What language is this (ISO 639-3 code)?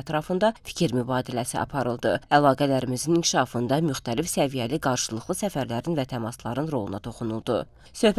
aze